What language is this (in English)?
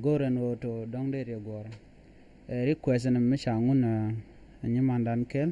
Nuer